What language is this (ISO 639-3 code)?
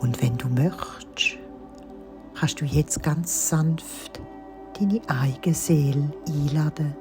gsw